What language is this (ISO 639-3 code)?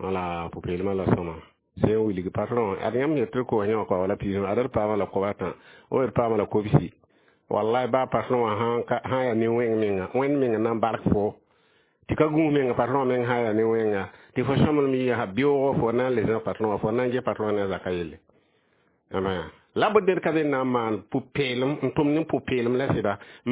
mos